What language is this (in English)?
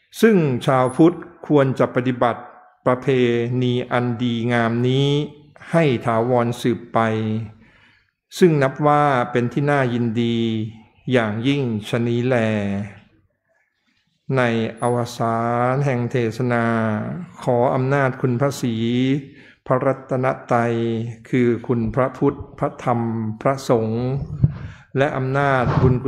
Thai